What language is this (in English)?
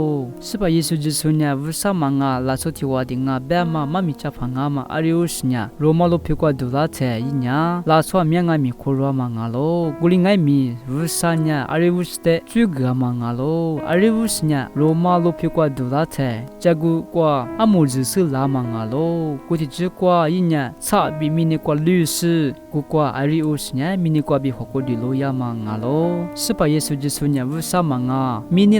Lisu